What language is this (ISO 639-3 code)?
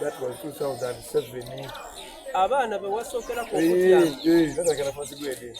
xog